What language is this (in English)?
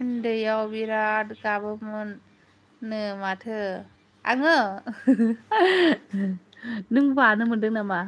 Bodo